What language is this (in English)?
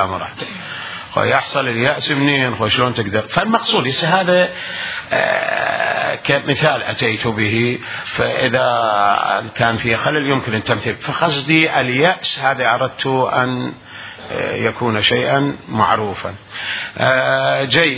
Mesopotamian Arabic